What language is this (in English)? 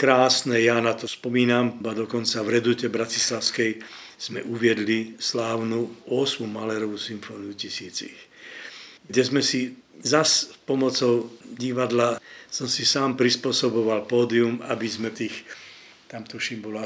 Slovak